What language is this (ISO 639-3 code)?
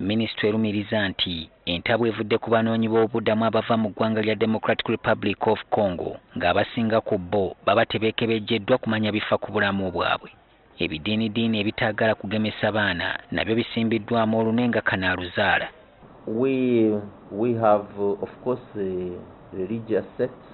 lug